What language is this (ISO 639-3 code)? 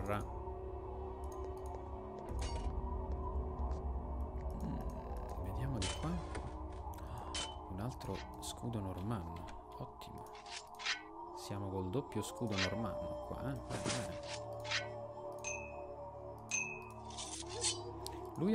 ita